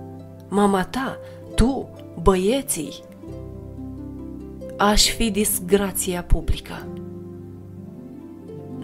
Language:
Romanian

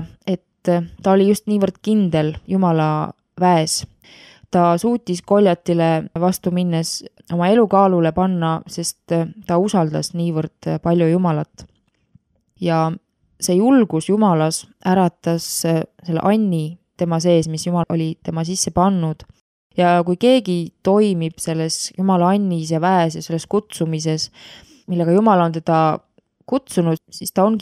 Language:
Estonian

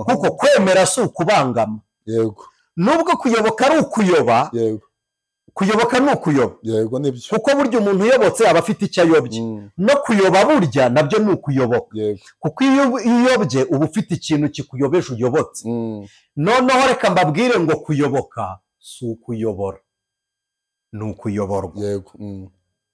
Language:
Kinyarwanda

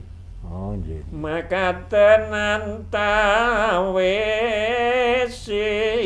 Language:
Javanese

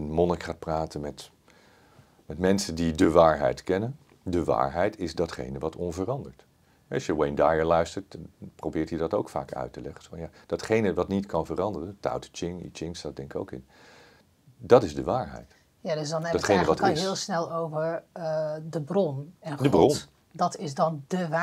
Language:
Dutch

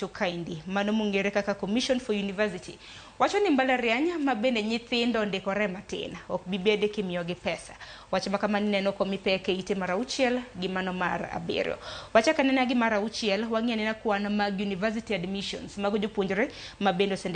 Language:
Luo (Kenya and Tanzania)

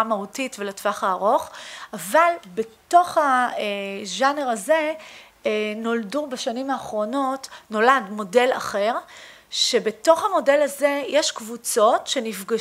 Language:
Hebrew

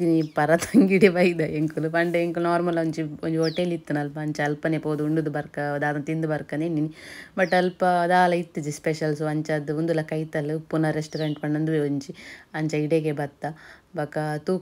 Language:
Tulu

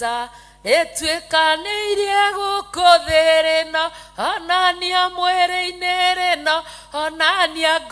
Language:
Kikuyu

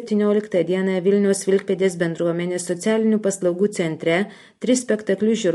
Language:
Lithuanian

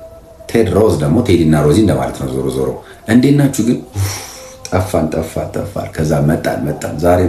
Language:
Amharic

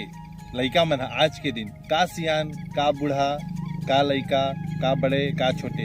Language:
Chhattisgarhi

